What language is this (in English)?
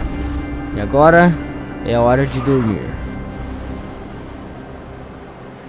Portuguese